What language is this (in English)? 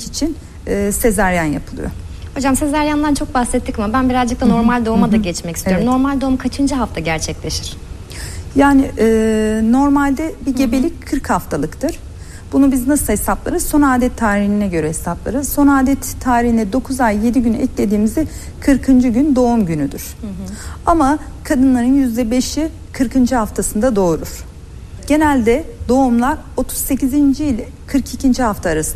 Turkish